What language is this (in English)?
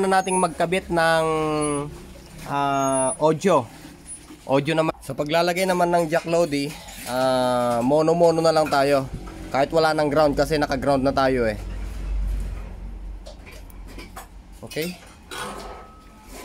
Filipino